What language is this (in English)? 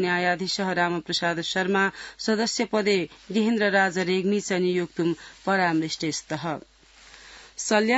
Sanskrit